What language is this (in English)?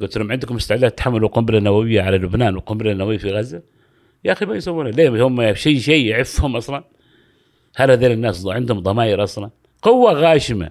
Gulf Arabic